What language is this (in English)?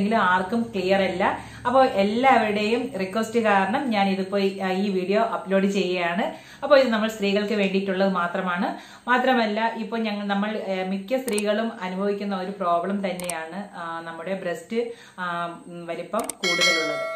Malayalam